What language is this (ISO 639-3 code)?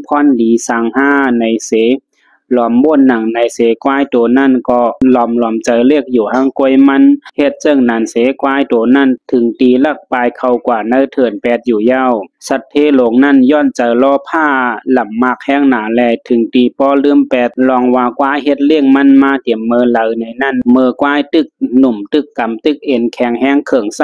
shn